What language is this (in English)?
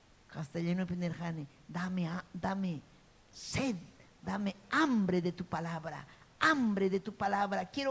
Ayacucho Quechua